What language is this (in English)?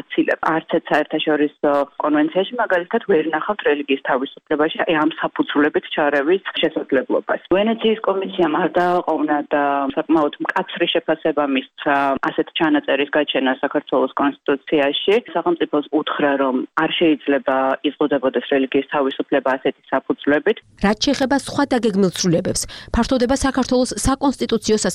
Georgian